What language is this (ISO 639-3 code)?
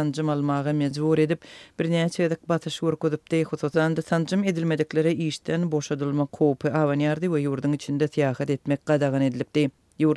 tuk